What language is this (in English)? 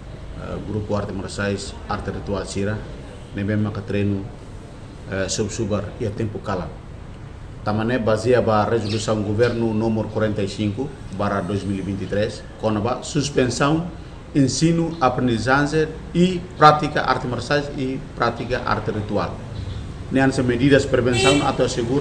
Tetum